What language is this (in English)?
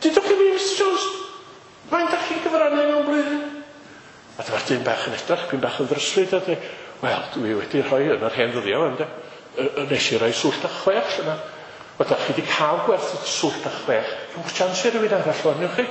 Welsh